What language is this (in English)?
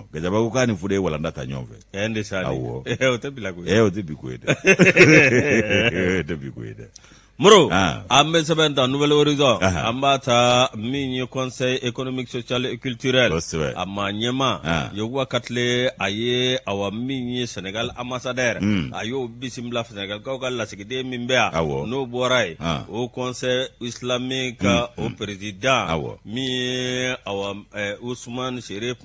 Bambara